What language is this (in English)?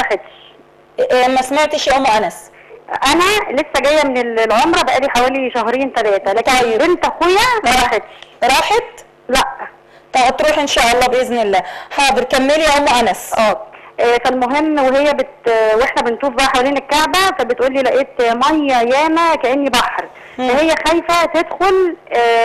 Egyptian Arabic